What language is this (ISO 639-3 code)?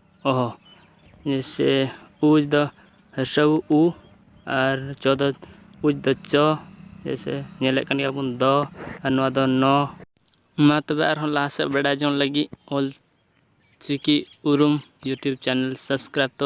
sat